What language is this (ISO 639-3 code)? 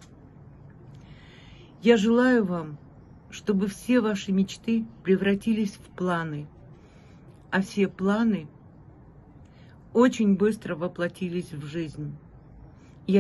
rus